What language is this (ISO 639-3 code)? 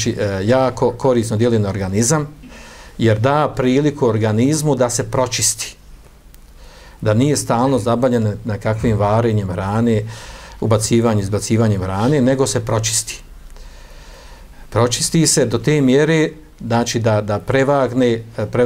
bos